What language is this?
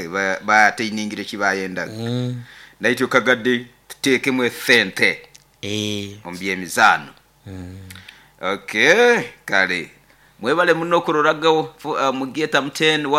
Nyoro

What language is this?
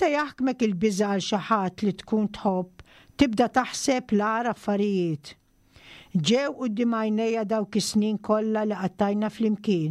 Maltese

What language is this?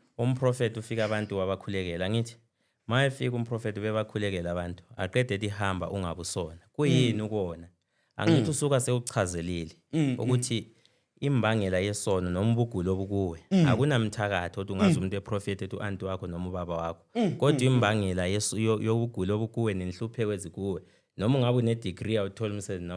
Zulu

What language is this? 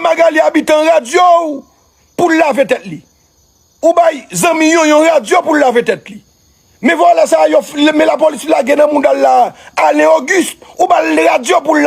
Haitian Creole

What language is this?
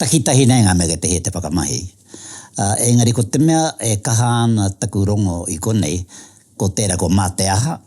Māori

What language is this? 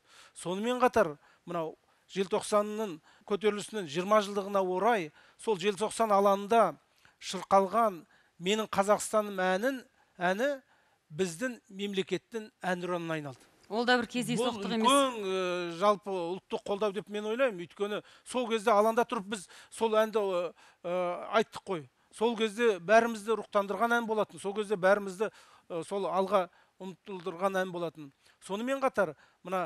Kazakh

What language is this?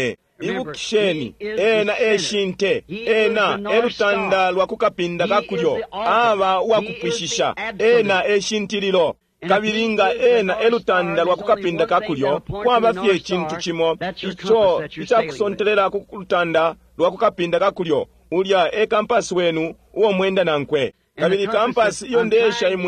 Bemba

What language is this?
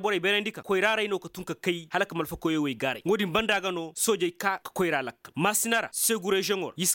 Zarma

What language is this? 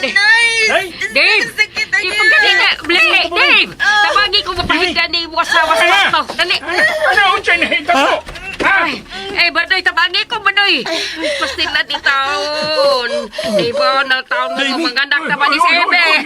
Cebuano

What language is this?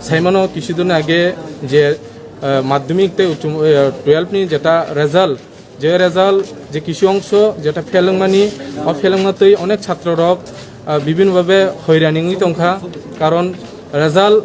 Kok Borok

